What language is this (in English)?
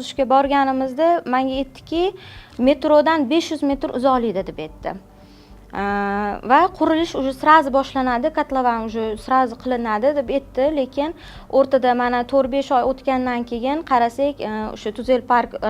Uzbek